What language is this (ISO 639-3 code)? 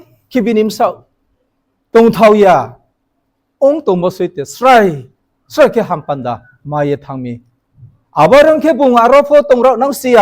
ria